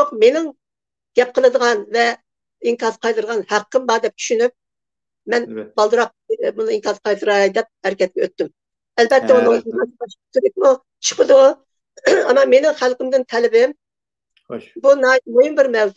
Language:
Uyghur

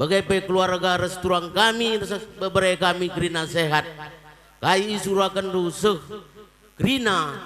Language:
Batak Karo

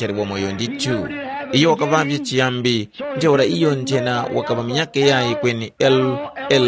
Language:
Tumbuka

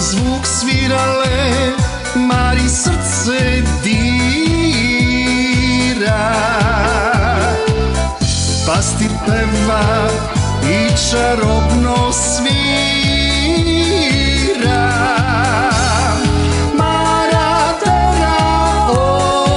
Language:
Serbian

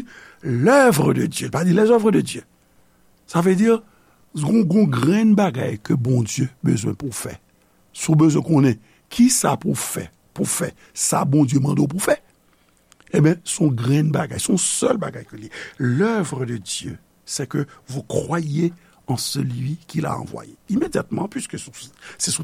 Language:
Haitian Creole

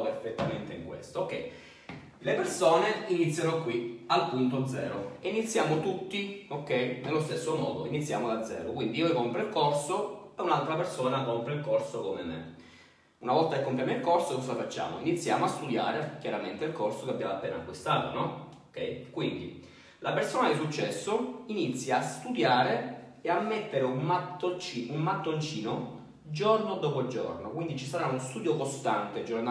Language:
Italian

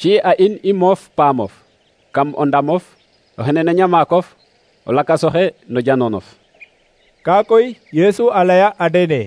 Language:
Serer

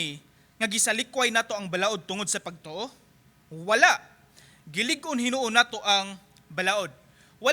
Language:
Cebuano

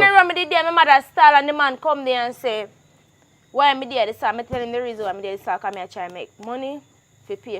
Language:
Jamaican Creole English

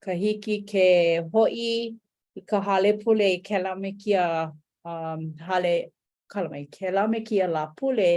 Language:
Hawaiian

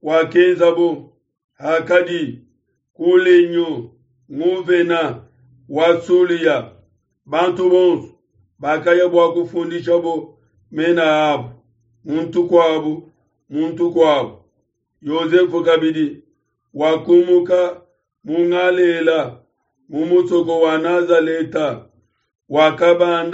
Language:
Luba-Lulua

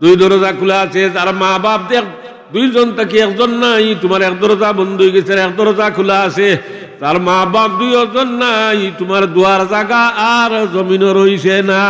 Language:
Sylheti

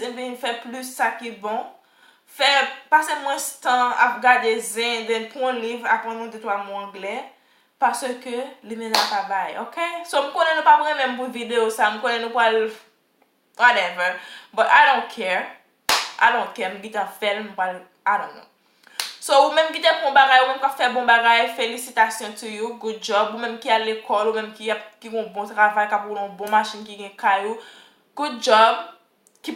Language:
Haitian Creole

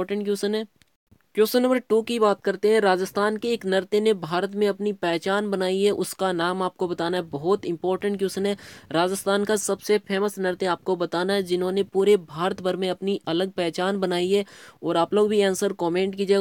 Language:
Hindi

